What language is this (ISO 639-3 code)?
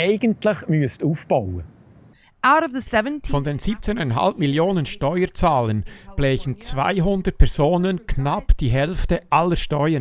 gsw